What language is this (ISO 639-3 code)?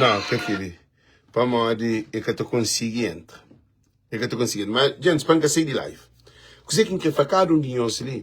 kea